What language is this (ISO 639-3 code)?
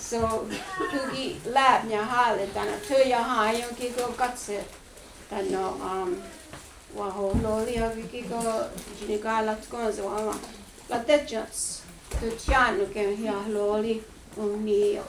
moh